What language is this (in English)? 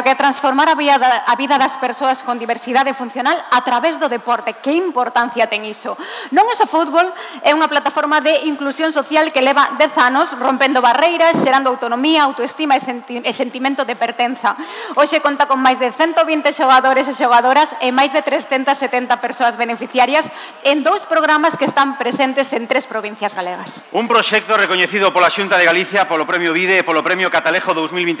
Galician